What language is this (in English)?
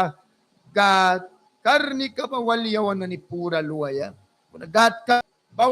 Mískito